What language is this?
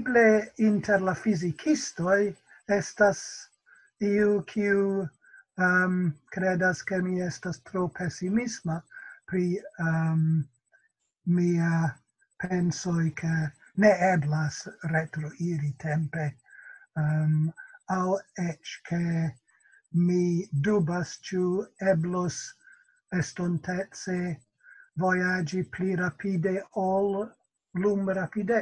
Esperanto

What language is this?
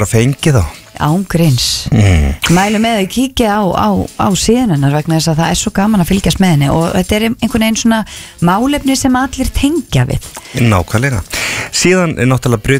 Icelandic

